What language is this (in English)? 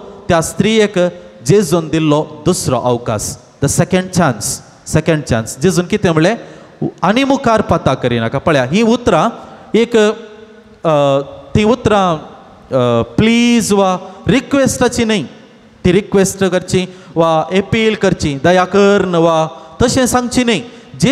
Konkani